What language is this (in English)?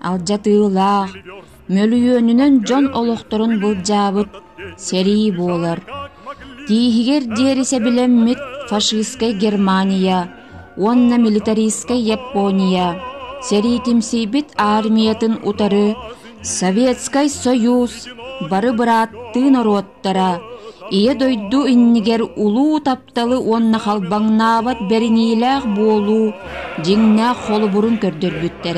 Yakut